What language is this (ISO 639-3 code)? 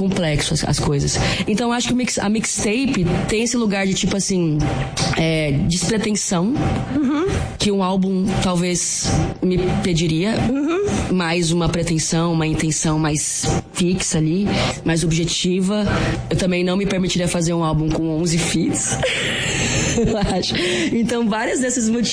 por